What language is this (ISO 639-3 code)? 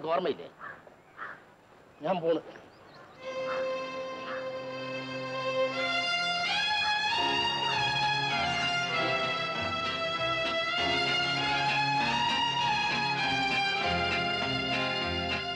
mal